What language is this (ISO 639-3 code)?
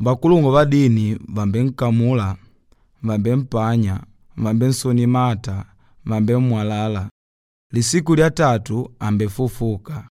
kde